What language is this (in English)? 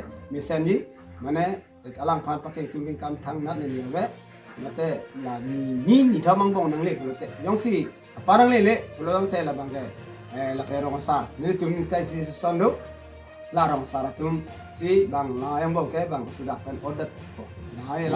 Karbi